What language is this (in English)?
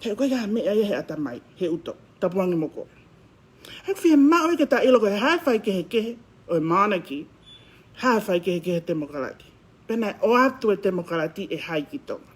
Tongan